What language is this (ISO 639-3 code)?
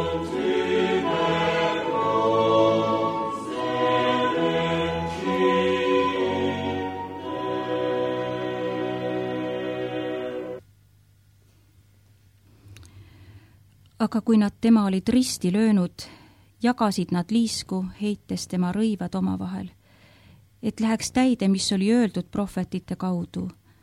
est